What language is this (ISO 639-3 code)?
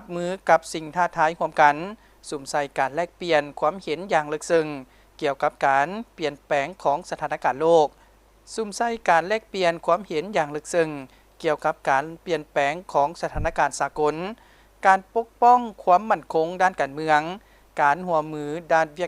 lao